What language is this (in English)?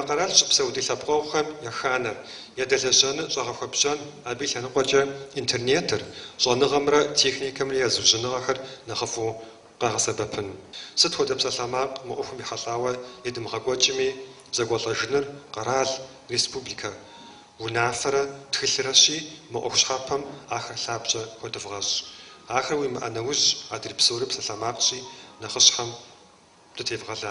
Kabardian